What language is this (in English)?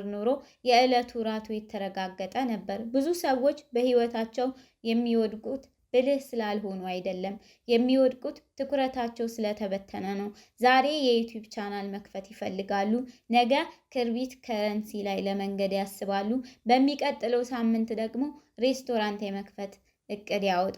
Amharic